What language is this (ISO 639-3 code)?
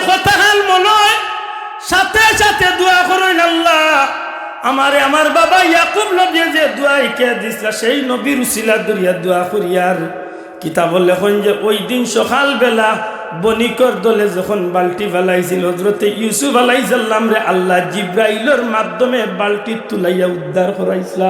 syl